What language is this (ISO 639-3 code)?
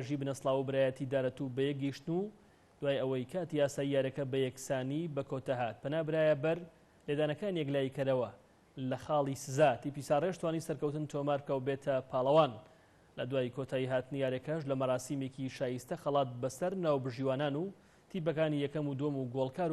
ckb